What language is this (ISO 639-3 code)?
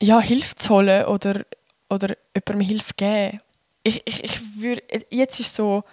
gsw